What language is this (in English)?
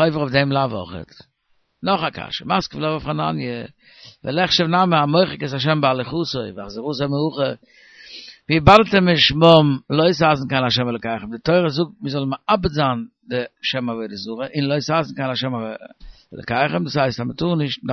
Yiddish